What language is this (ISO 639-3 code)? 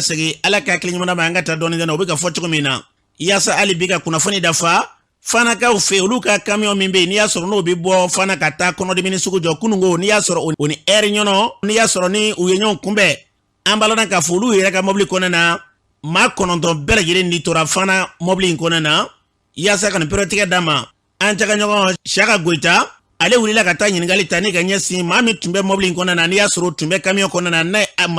bam